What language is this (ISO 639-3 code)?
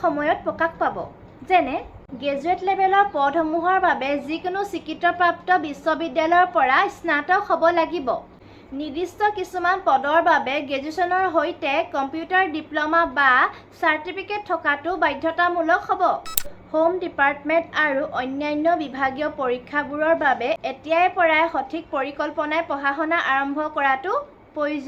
asm